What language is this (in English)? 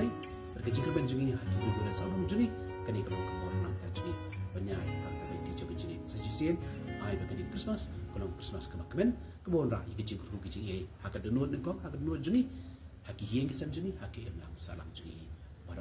Khasi